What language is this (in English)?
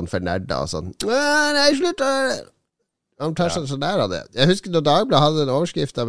Norwegian